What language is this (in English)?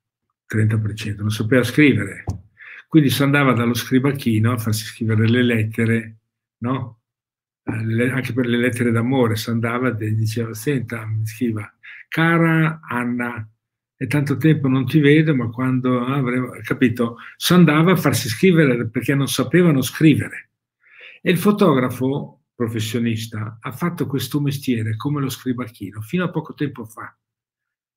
Italian